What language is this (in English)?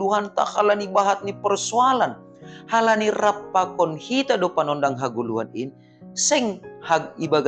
Batak Simalungun